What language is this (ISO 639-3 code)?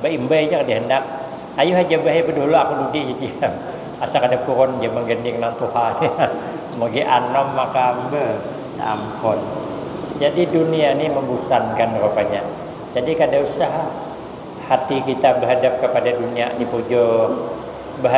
bjn